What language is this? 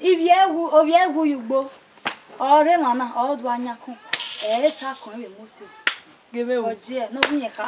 Bini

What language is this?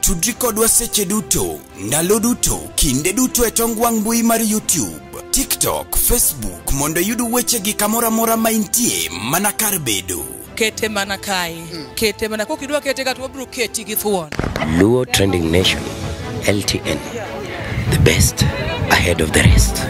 Luo (Kenya and Tanzania)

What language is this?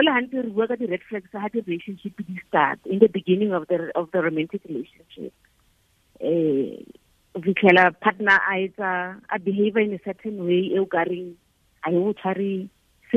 Tswana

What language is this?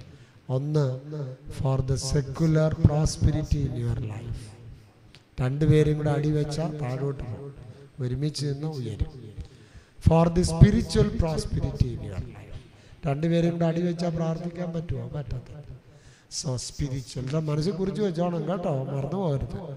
Malayalam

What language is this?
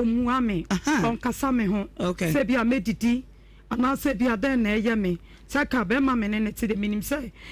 Akan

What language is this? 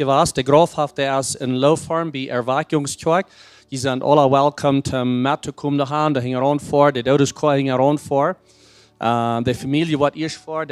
Plautdietsch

